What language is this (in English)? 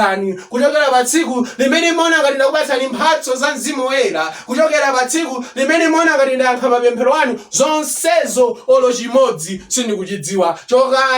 Nyanja